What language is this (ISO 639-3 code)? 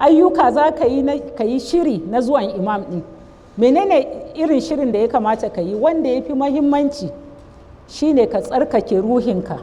hau